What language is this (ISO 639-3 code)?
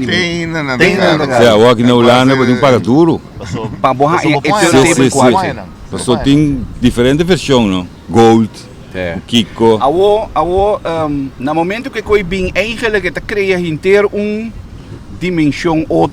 pap